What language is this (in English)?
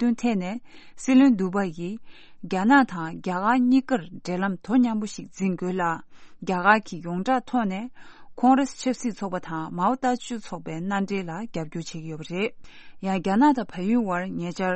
Tibetan